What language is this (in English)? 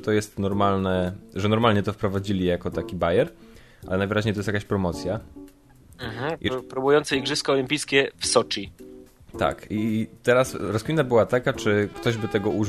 Polish